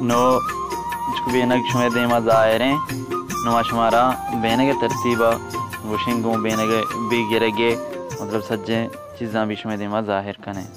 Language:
Baluchi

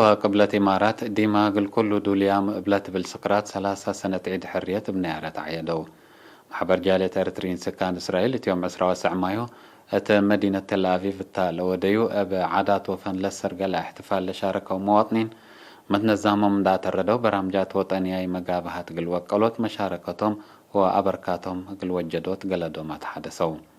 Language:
Tigre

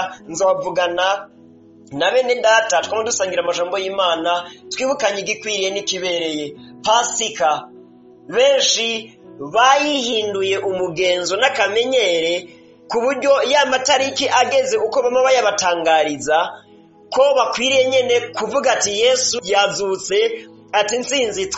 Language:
Rundi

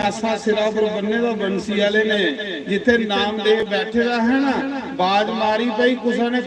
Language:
Dogri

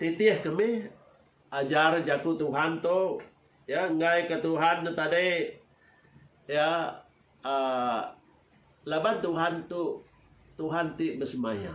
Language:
Iban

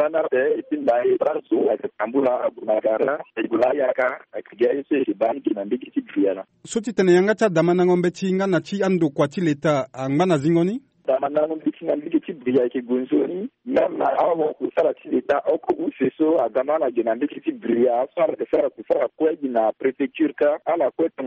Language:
Sango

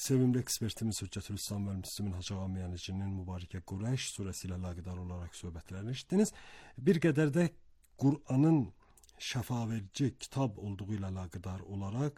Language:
Azerbaijani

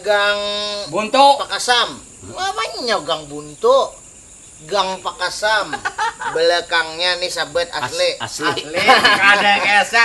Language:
Banjar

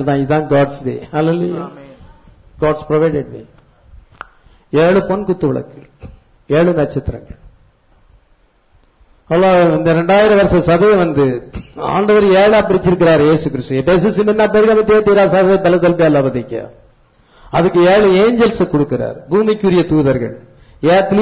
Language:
Tamil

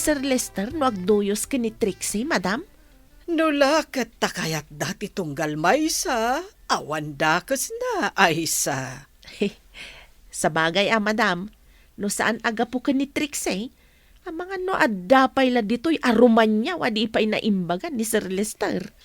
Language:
Iloko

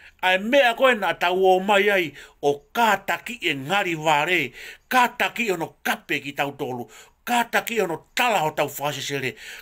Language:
Tongan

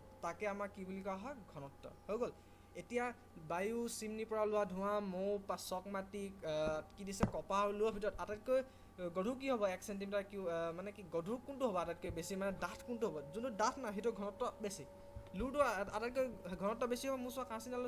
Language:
Assamese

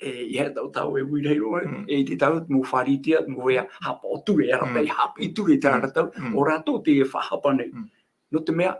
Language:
Tahitian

